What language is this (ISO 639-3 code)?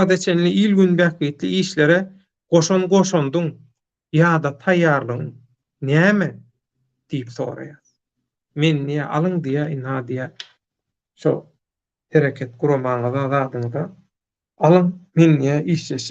tuk